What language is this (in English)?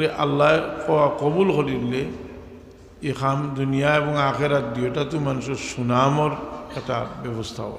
Sylheti